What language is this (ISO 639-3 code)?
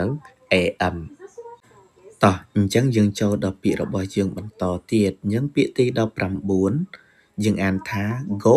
khm